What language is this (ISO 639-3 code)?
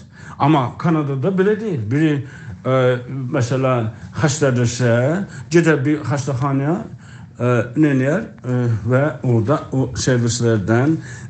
azb